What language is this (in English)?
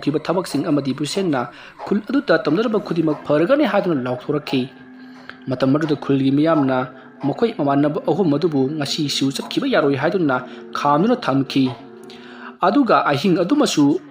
Manipuri